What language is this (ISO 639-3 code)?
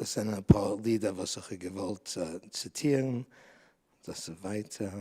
yid